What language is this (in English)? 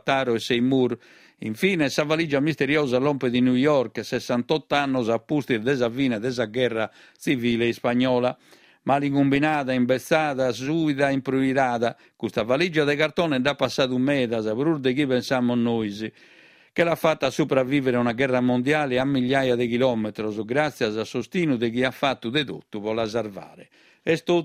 Sardinian